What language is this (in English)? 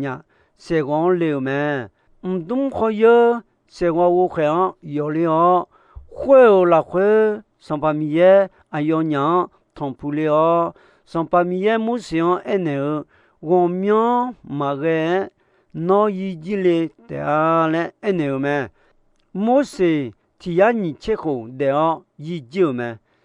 Akha